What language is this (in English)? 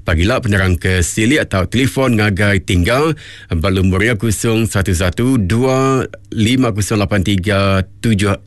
Iban